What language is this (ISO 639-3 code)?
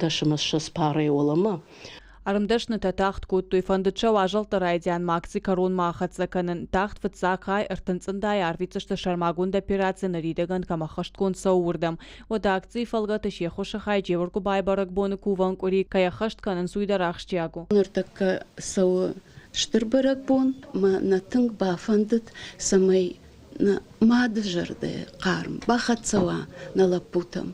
oss